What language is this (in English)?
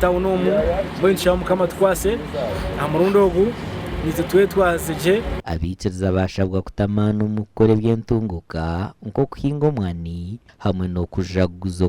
Nyankole